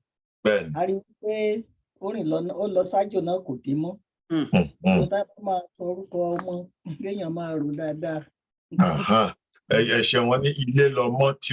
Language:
Yoruba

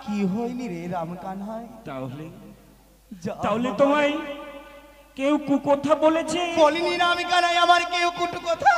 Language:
Bangla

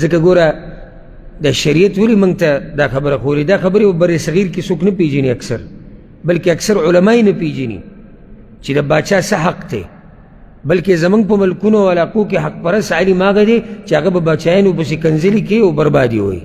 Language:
Pashto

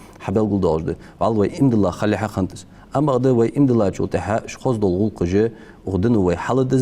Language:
Ingush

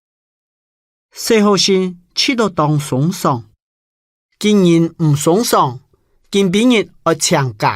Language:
Hakka Chinese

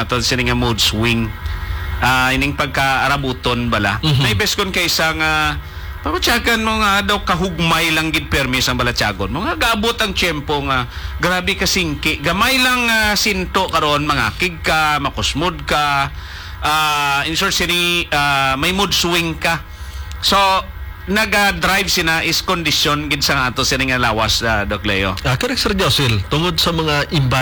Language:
Hiligaynon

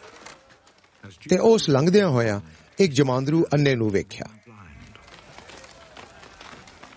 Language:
Punjabi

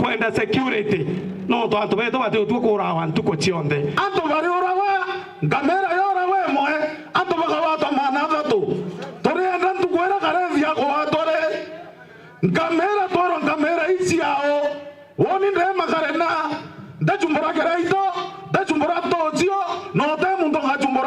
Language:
Meru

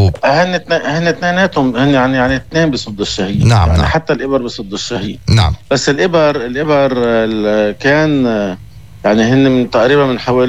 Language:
North Levantine Arabic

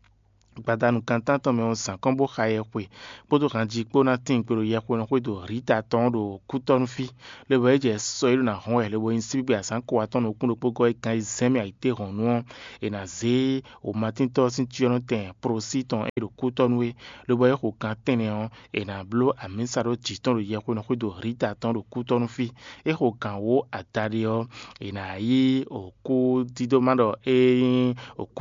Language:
Fon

